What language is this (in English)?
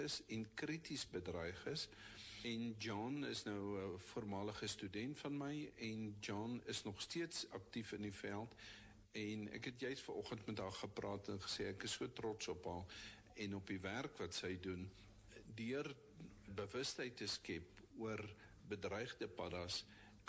Afrikaans